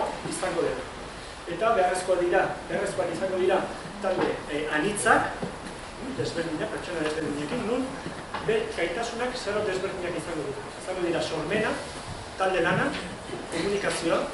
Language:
Basque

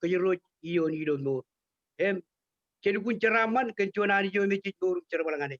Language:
Marshallese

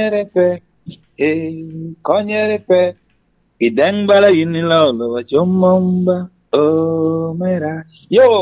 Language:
Lango (Uganda)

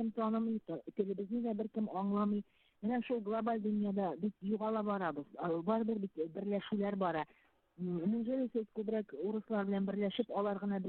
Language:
Bashkir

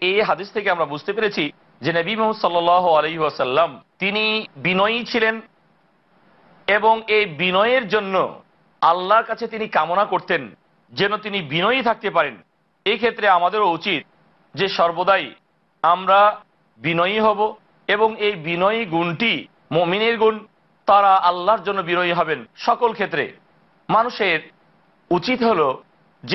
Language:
Bangla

